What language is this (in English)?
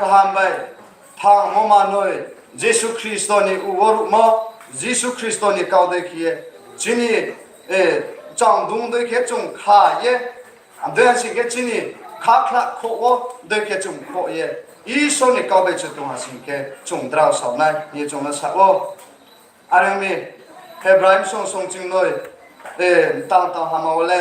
Riang (India)